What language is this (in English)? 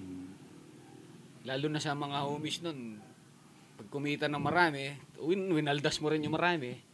Filipino